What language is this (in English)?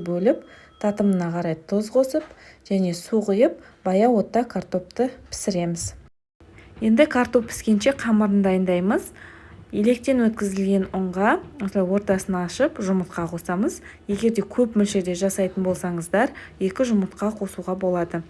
Kazakh